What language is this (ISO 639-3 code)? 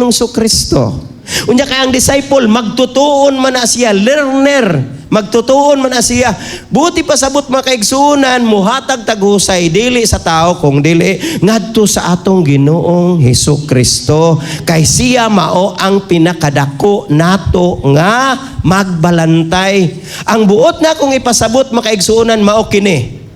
ceb